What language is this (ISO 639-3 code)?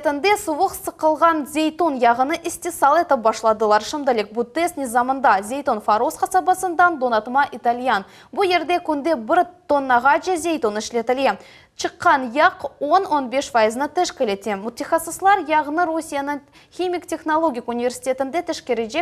crh